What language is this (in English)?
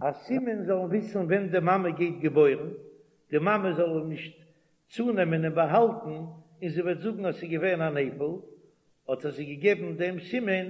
Yiddish